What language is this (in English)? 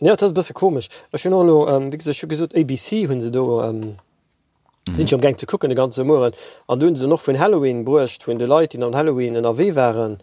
Luxembourgish